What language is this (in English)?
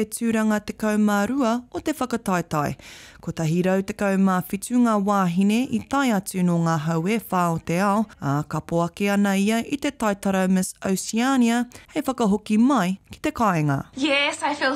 Māori